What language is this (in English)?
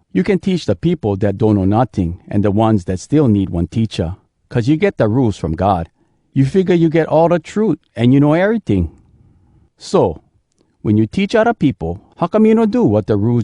Hawai'i Creole English